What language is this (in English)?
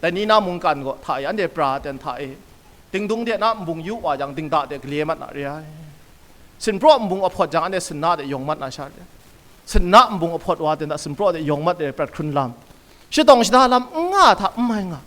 Kachin